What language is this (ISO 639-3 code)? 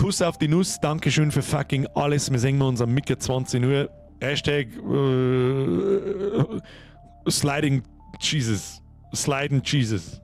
bar